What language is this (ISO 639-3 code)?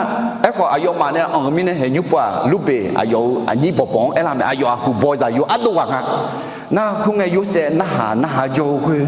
ahk